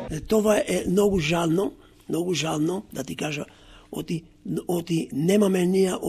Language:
Macedonian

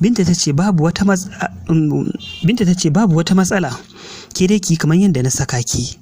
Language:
Hausa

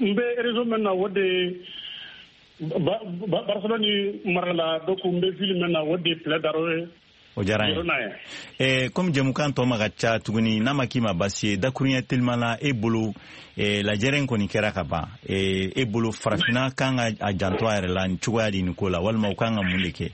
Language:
Bambara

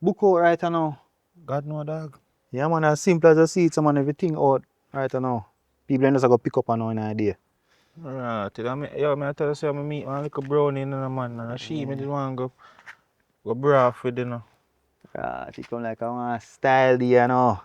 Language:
Jamaican Creole English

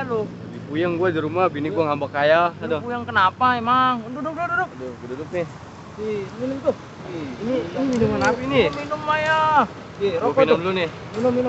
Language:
Betawi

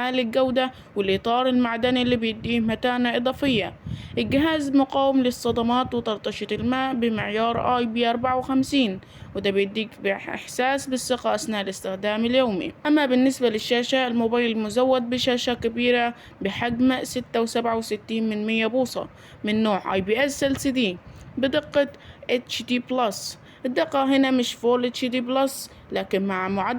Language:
Egyptian Arabic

